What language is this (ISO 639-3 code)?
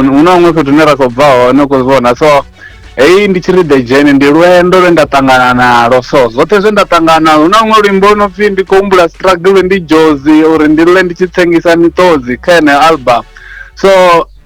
ven